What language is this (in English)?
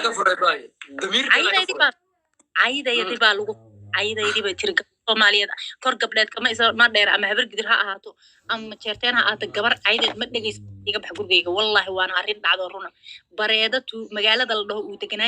Somali